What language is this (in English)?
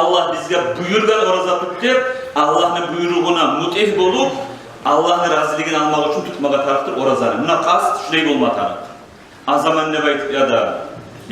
Kumyk